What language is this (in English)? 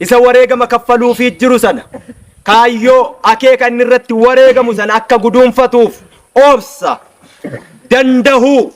Oromo